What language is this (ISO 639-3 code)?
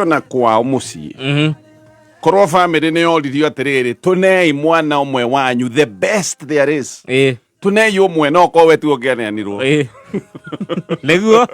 kik